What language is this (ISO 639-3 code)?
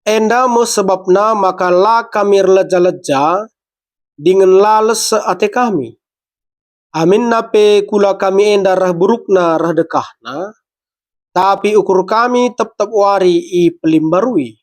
btx